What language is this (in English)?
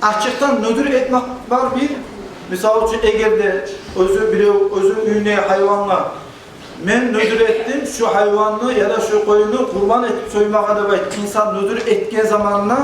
Kumyk